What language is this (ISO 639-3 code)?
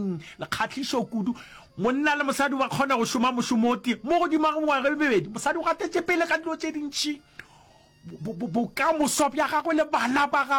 nso